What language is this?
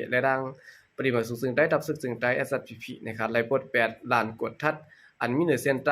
Shan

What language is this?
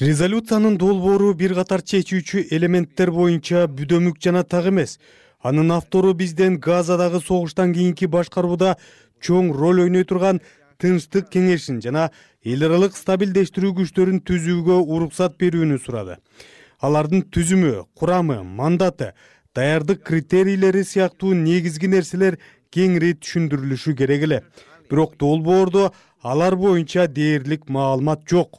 Kyrgyz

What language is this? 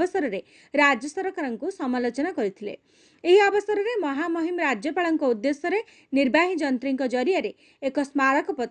Odia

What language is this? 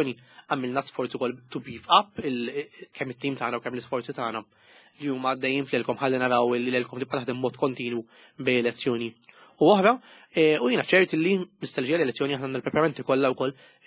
Maltese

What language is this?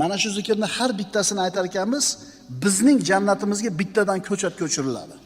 Uzbek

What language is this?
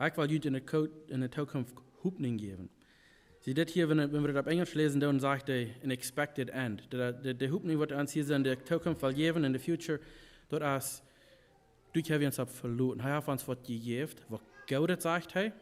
Plautdietsch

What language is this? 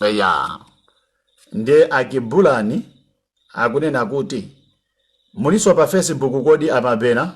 Nyanja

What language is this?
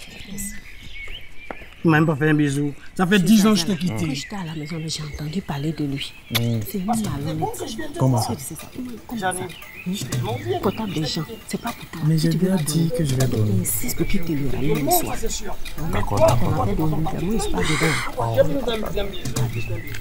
French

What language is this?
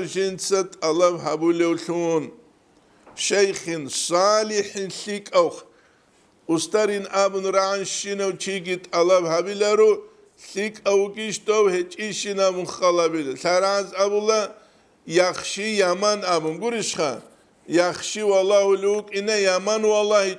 Avaric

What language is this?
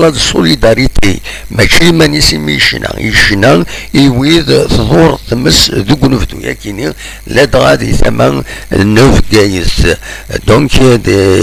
Kabyle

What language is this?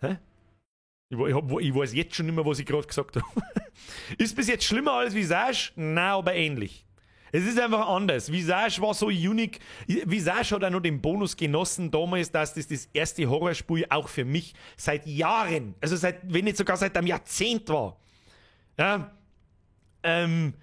Bavarian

